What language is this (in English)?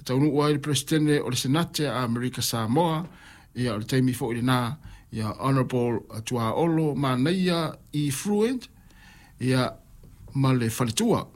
Samoan